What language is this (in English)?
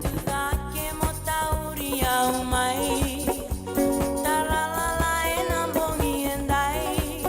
Fijian